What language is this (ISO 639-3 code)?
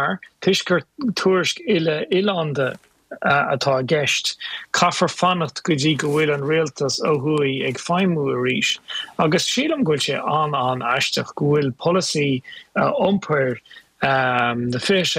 gle